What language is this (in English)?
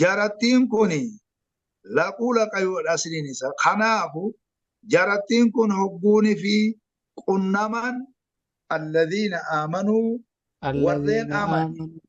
Oromo